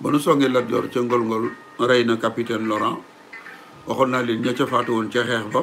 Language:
Wolof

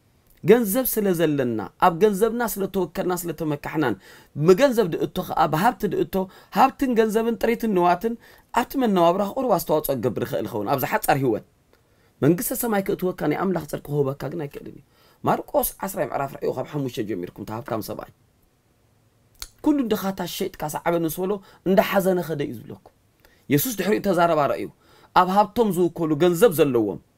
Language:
Tigrinya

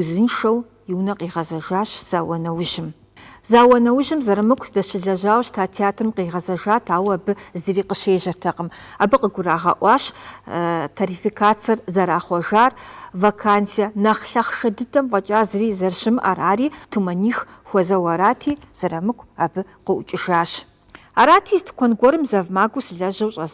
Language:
Kabardian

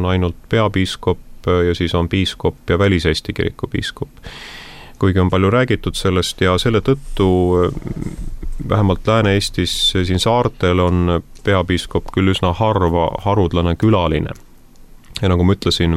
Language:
Estonian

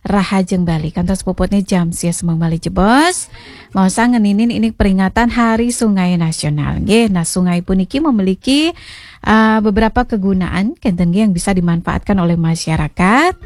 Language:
Balinese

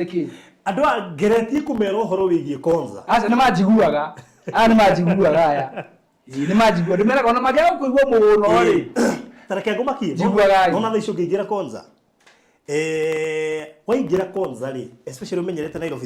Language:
Kikuyu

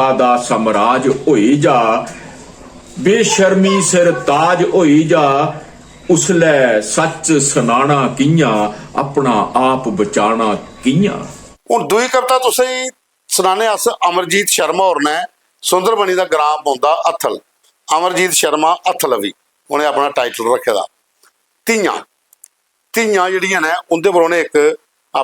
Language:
Dogri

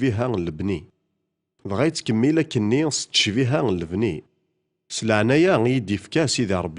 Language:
Kabyle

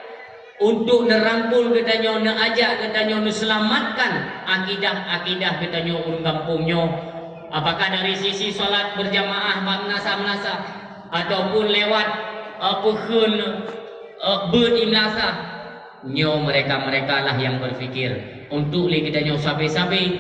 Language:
Achinese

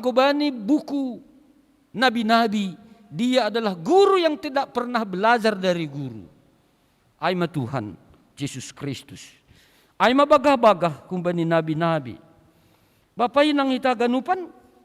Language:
Batak Simalungun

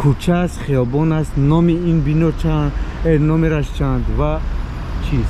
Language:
Tajik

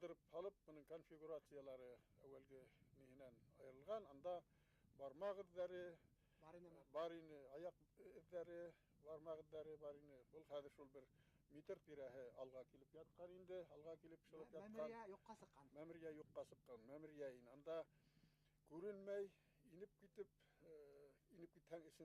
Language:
Bashkir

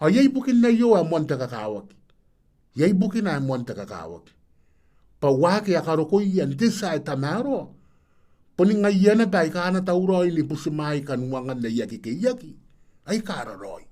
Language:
Gilbertese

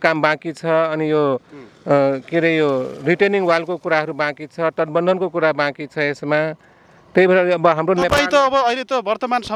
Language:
Nepali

